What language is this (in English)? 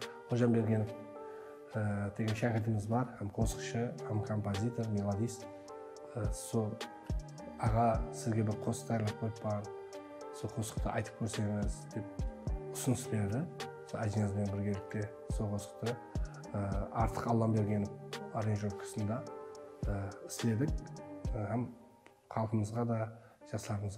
Kara-Kalpak